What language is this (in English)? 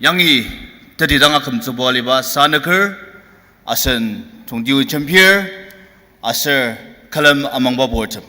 Ao Naga